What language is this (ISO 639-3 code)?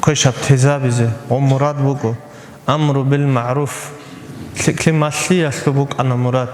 ava